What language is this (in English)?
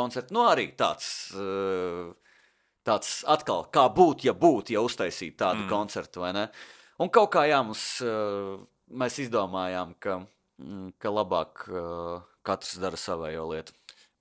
Latvian